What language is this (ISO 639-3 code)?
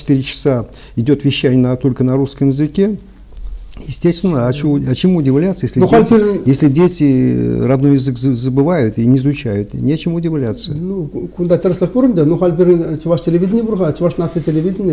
chv